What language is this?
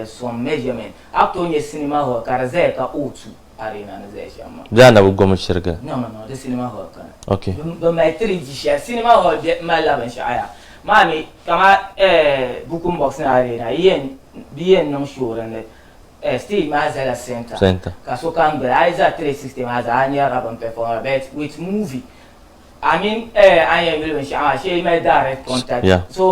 Dagbani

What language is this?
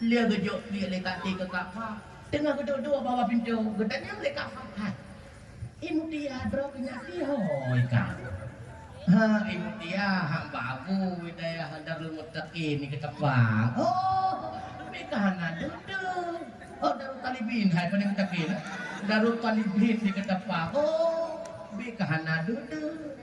Achinese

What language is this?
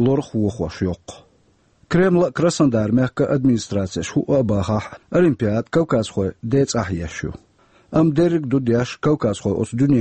Chechen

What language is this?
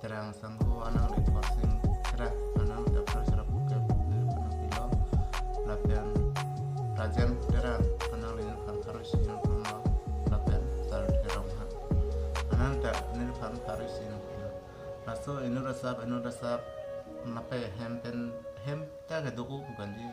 Karbi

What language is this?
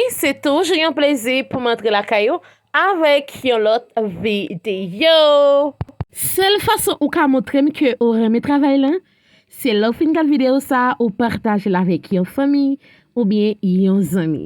Haitian Creole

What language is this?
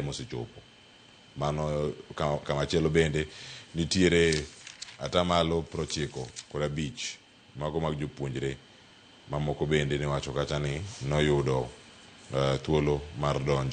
Luo (Kenya and Tanzania)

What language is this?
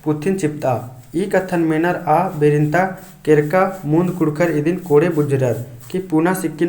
Kurukh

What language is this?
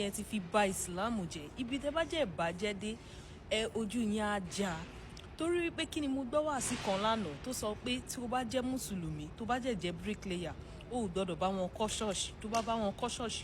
Yoruba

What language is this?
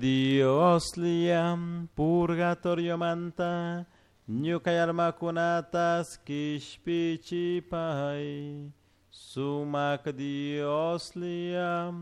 Chimborazo Highland Quichua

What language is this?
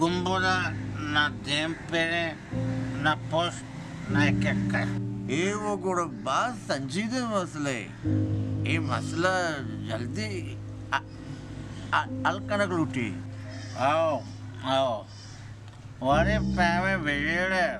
Baluchi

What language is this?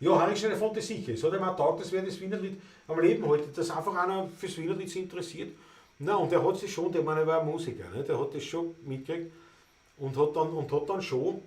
Bavarian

